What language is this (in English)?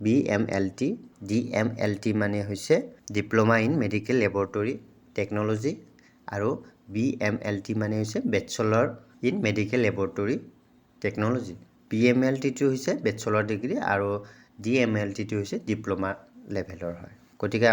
Assamese